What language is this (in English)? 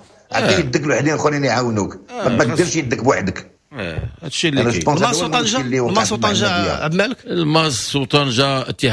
Moroccan Arabic